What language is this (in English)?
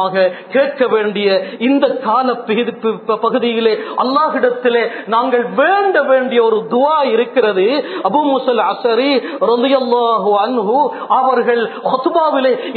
Tamil